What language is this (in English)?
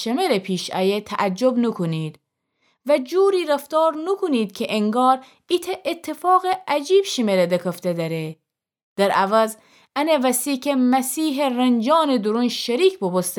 Gilaki